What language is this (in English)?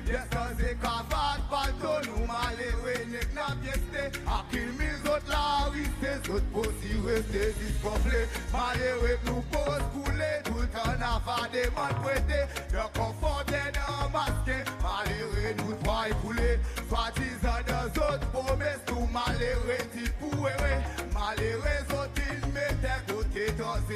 Seselwa Creole French